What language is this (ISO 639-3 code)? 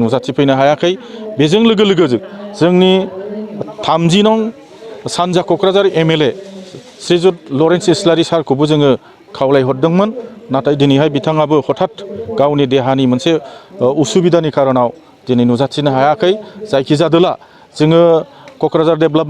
brx